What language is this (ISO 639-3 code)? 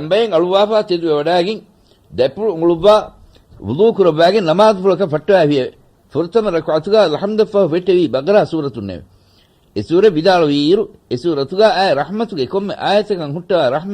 div